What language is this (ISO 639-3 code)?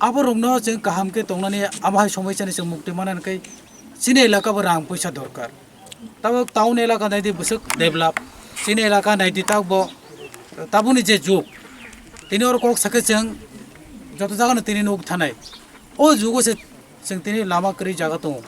trp